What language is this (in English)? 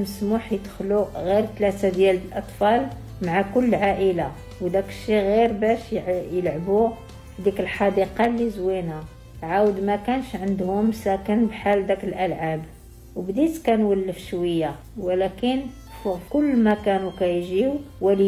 Moroccan Arabic